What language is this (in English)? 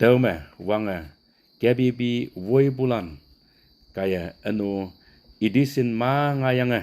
Konyak Naga